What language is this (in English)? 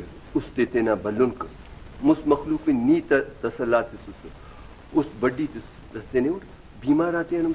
Brahui